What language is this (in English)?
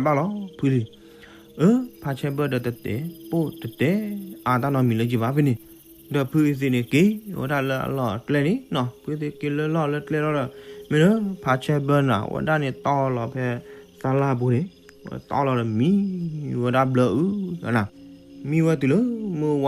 S'gaw Karen